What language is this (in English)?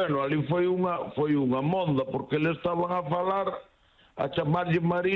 Galician